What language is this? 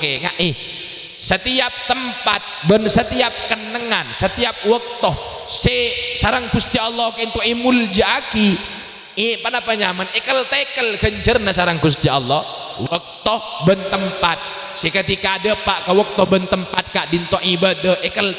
Madurese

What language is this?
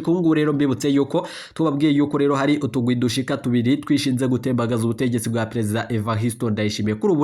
Rundi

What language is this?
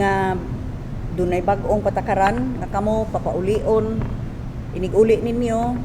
Cebuano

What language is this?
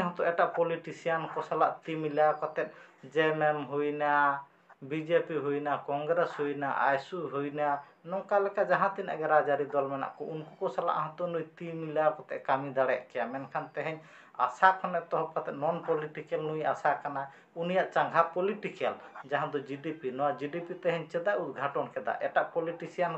Santali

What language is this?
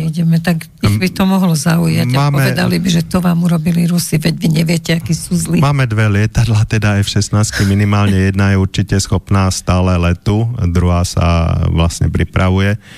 Slovak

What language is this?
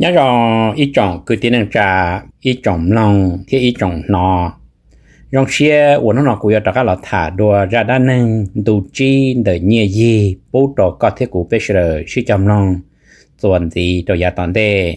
Hmong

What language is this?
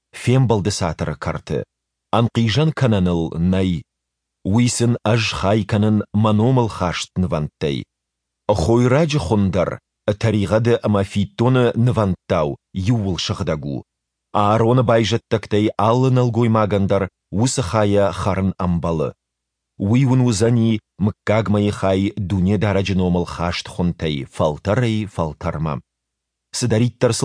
Ossetic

